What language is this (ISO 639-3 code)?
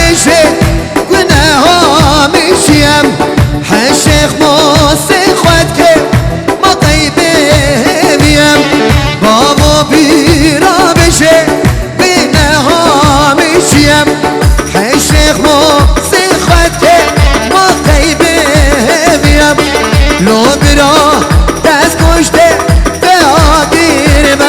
kur